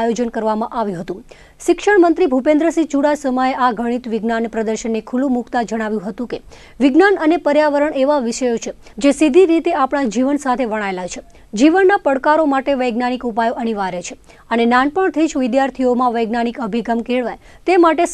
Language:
Gujarati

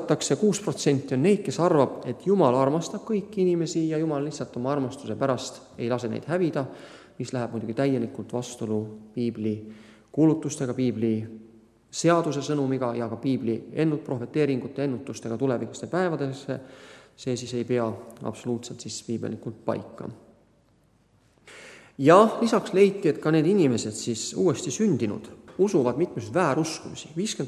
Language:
Estonian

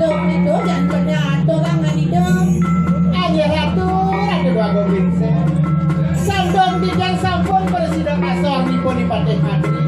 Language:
Balinese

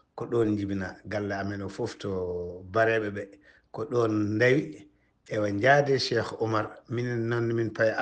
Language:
Fula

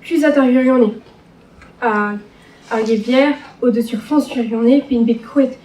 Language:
Breton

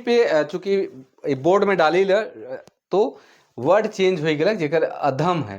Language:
Sadri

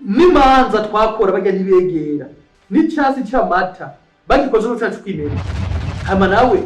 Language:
Rundi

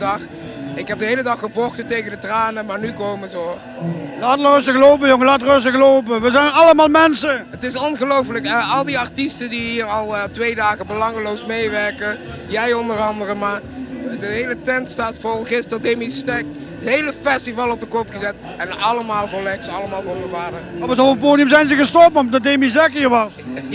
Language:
Limburgish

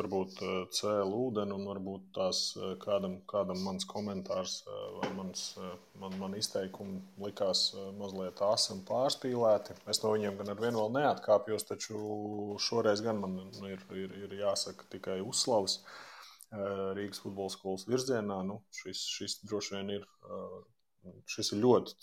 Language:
Latvian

